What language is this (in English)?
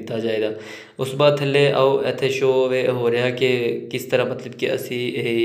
Punjabi